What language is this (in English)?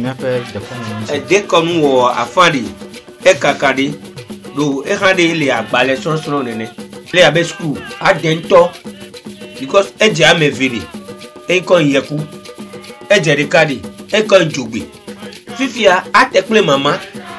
Ewe